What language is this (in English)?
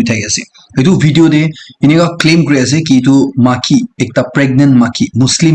Naga Pidgin